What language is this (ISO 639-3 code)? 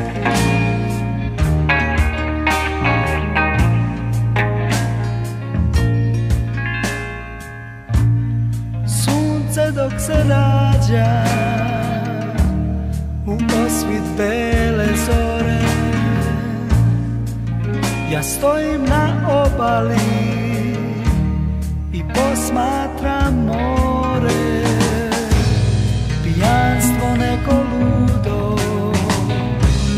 srp